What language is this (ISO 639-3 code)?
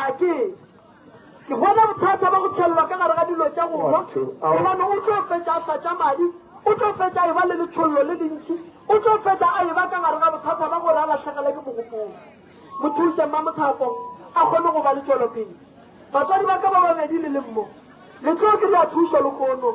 nso